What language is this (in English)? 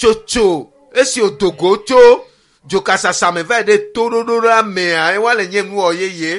Ewe